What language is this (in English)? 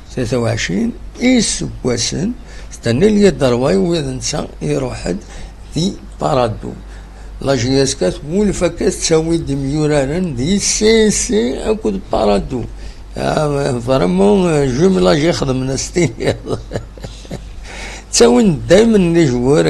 Kabyle